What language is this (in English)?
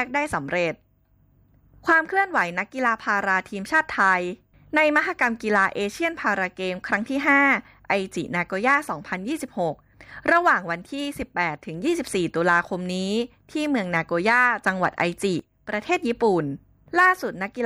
Thai